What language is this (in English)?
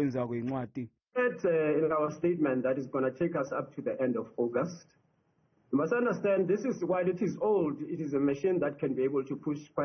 Zulu